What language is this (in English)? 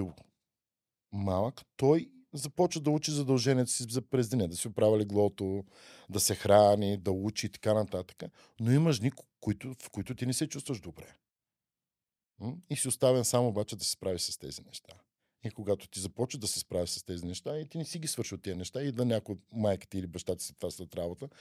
Bulgarian